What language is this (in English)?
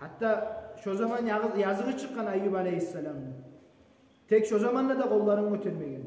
Kumyk